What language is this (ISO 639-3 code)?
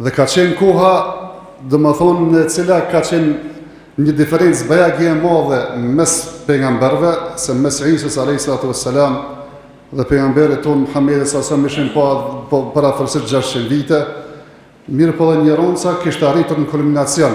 sqi